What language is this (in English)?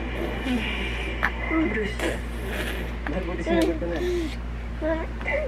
Filipino